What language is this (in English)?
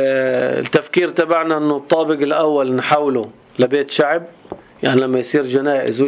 North Levantine Arabic